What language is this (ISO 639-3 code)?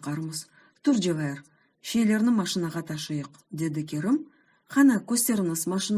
crh